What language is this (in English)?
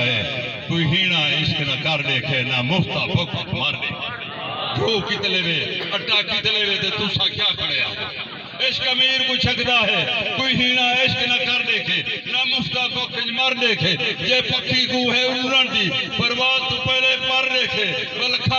Saraiki